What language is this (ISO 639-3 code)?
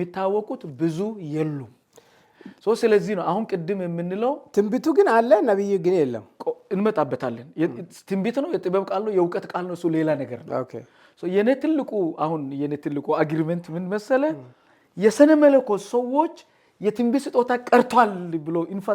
amh